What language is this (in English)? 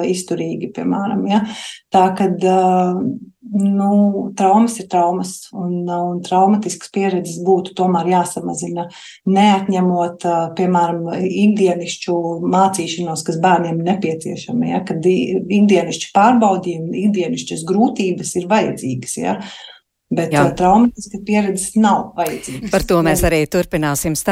Latvian